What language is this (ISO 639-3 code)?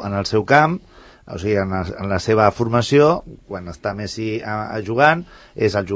cat